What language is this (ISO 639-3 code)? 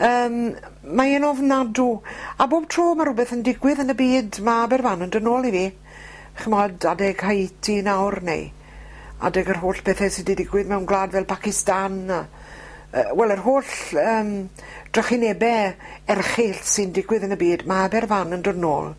cym